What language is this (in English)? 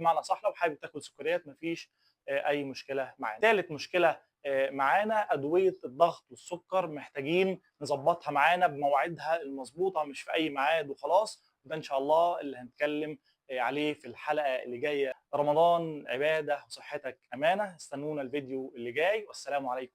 Egyptian Arabic